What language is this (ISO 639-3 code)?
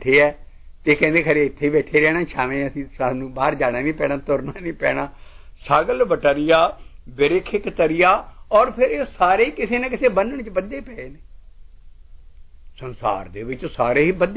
pan